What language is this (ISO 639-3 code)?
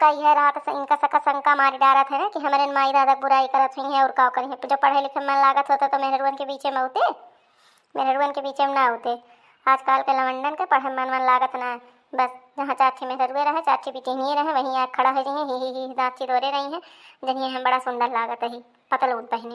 awa